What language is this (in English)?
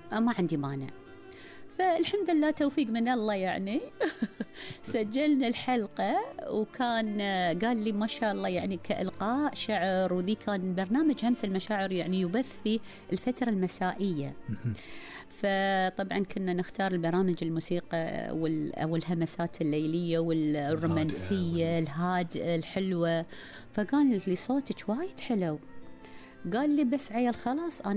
Gulf Arabic